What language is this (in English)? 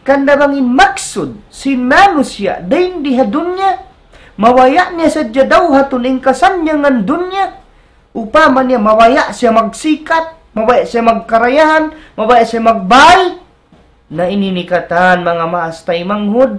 Tausug